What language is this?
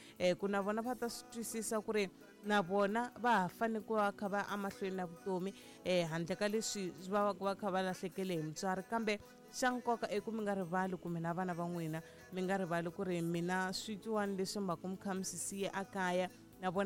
Tsonga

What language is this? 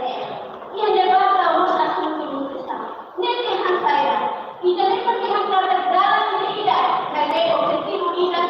Tetum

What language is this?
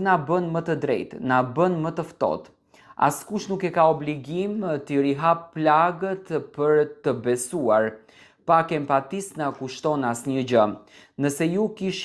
Albanian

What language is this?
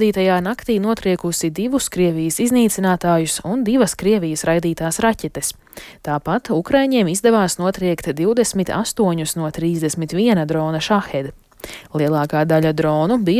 Latvian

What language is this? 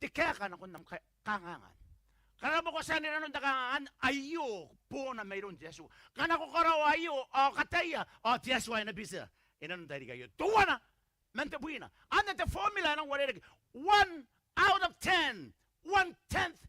Gilbertese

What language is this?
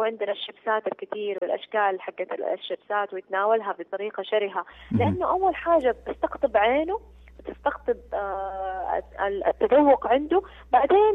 Najdi Arabic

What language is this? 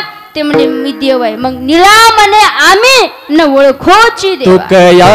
Marathi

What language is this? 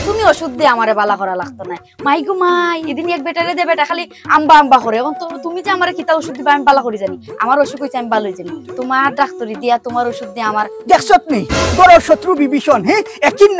Sylheti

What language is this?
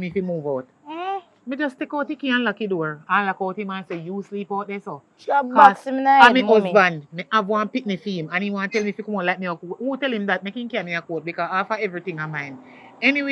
Jamaican Creole English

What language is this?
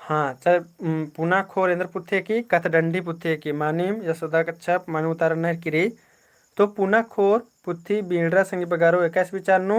Kurukh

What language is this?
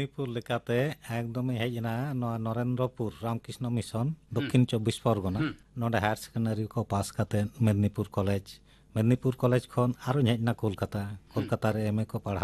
Santali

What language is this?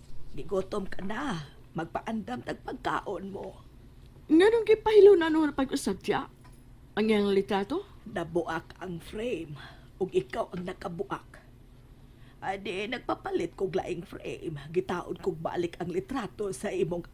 Cebuano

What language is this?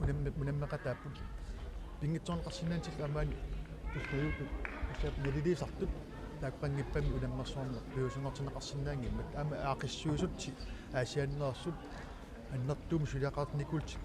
Kalaallisut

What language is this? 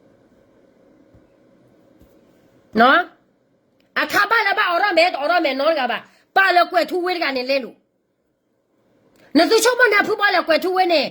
S'gaw Karen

